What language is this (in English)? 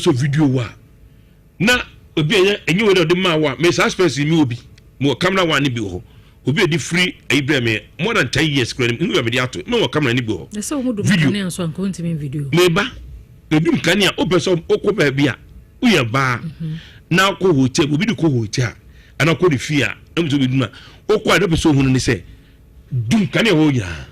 Akan